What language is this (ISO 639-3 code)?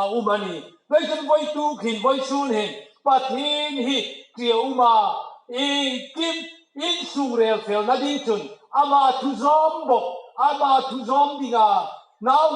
hmr